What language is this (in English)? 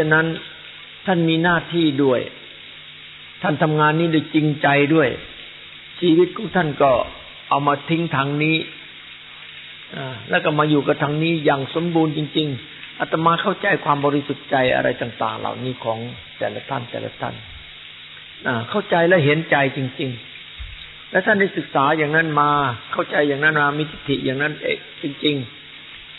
Thai